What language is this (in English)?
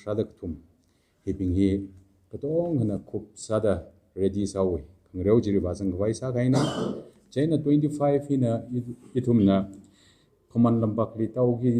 Tangkhul Naga (India)